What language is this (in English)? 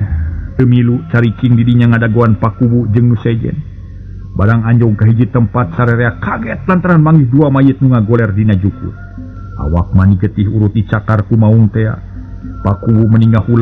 Sundanese